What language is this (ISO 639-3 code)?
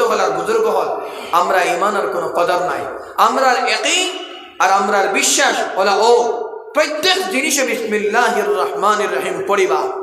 syl